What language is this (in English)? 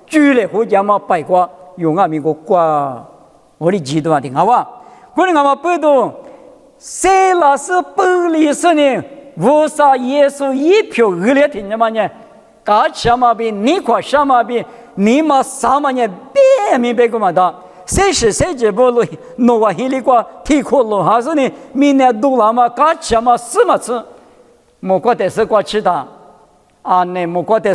Lisu